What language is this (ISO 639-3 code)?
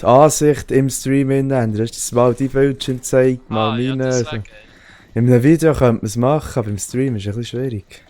gsw